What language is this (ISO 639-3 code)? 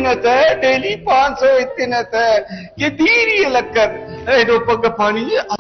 brh